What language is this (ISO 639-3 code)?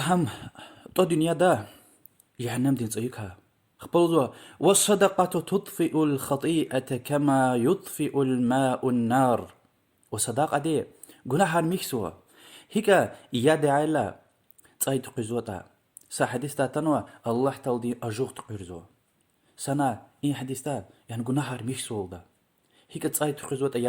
lez